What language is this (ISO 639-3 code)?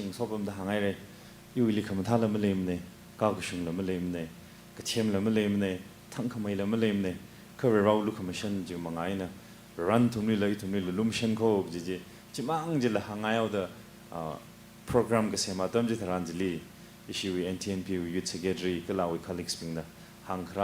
nmf